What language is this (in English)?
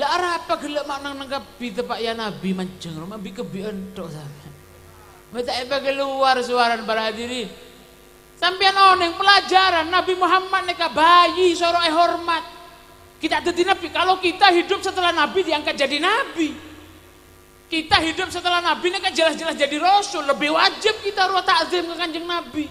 Madurese